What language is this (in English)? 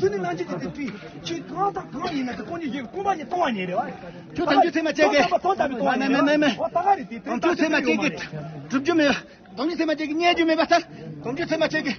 Tibetan